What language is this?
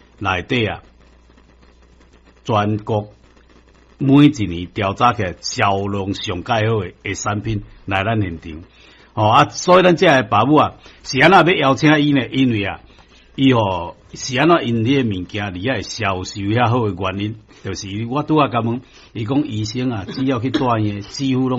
Min Nan Chinese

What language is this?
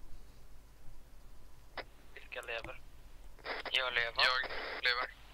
Swedish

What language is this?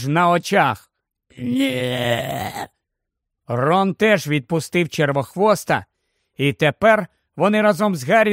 Ukrainian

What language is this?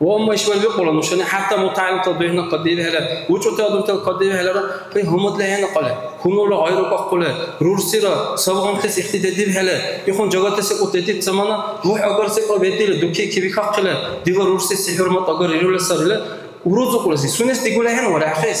Dargwa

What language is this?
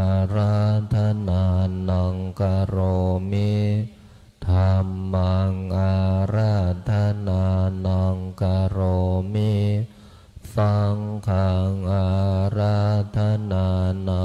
Pali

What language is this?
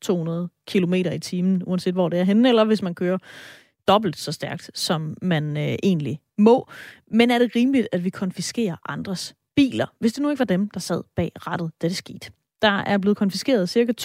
Danish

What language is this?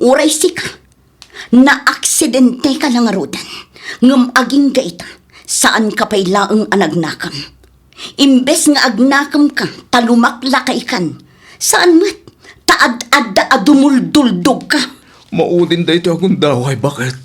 Iloko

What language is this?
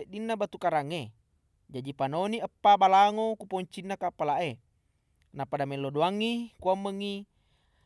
Buginese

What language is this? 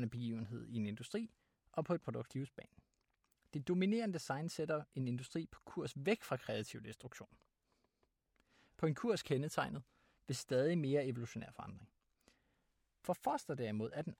Danish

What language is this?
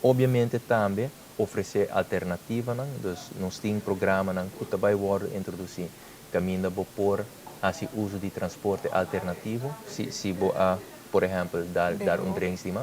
Papiamento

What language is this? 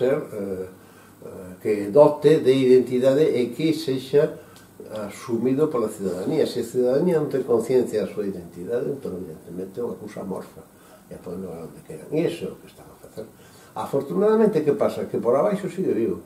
Galician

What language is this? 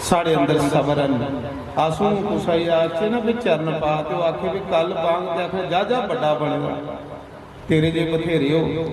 Dogri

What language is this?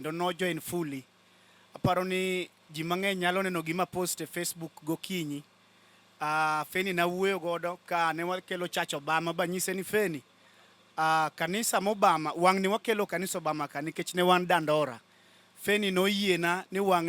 Luo (Kenya and Tanzania)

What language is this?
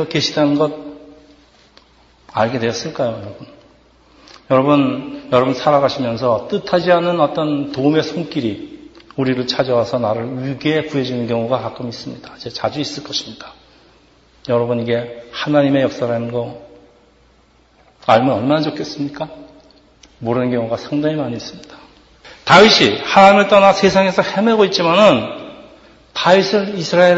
Korean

